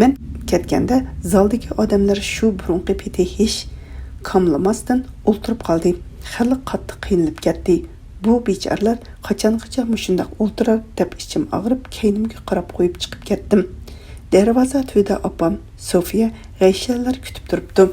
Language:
Uyghur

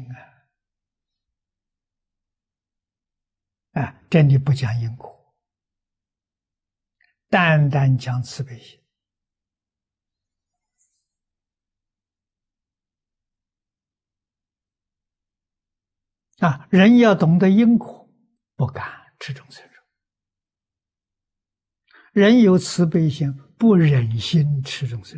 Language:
Chinese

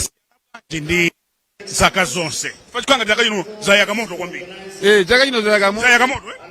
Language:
Nyanja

